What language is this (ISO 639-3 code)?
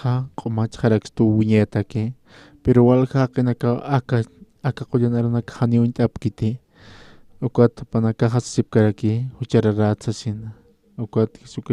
aym